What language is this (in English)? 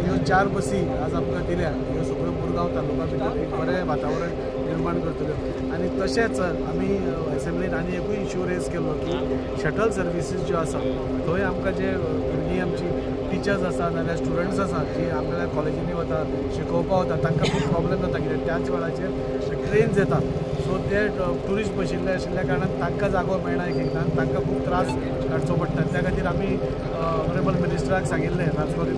Konkani